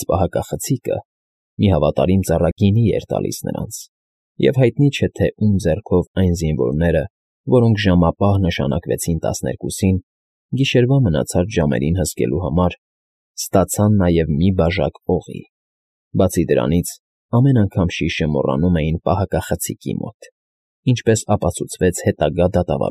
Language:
Armenian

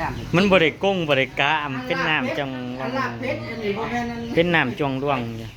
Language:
Northeastern Thai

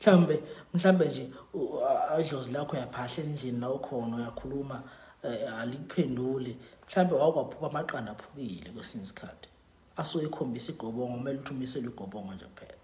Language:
Zulu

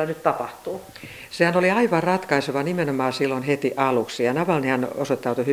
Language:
Finnish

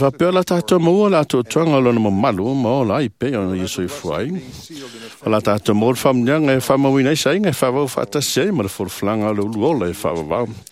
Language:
Samoan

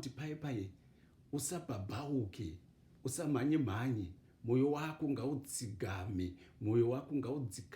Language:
Shona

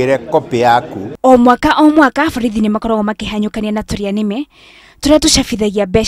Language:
Kikuyu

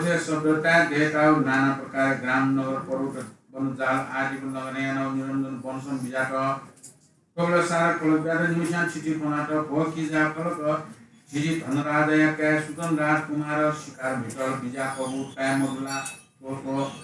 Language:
Newari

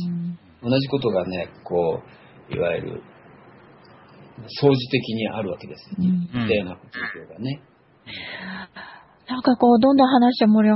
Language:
Japanese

